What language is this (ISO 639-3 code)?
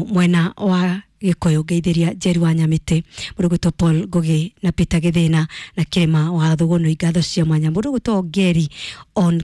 kik